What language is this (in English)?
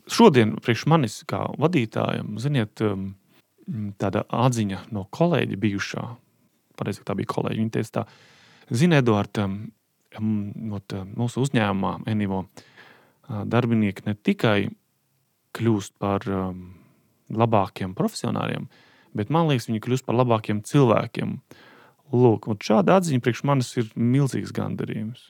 Latvian